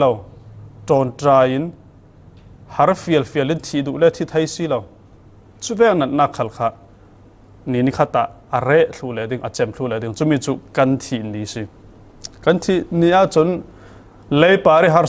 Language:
Falam Chin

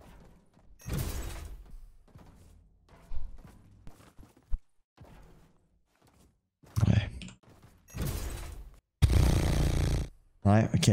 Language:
Swedish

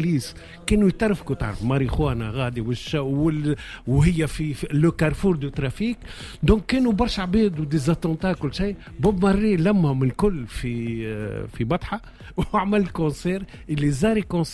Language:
Tunisian Arabic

